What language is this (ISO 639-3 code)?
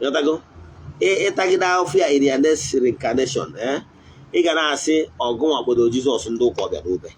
ibo